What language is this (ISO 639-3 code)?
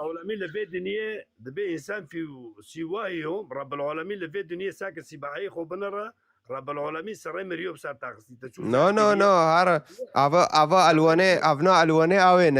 kur